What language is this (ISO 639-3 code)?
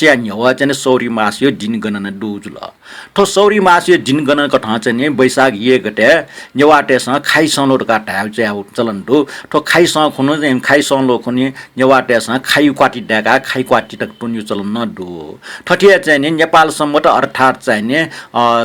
new